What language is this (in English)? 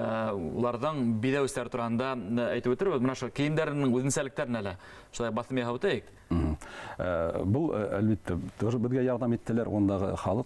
Bashkir